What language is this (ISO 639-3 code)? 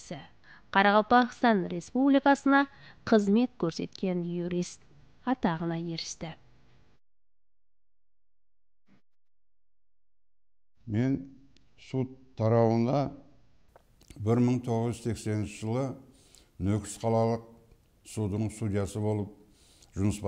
kaa